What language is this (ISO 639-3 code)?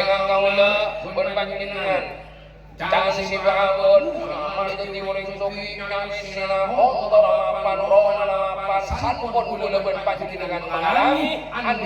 mad